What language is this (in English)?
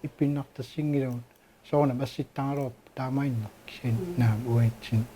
Kalaallisut